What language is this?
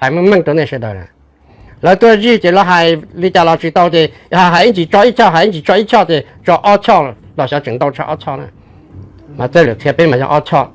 Hmong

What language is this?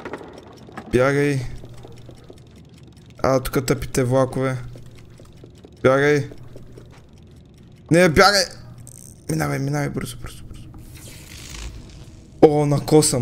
Bulgarian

